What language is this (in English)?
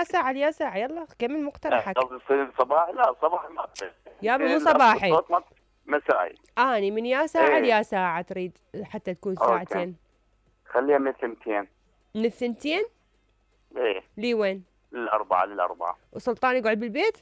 Mesopotamian Arabic